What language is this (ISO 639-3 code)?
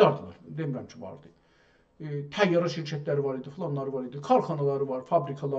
azb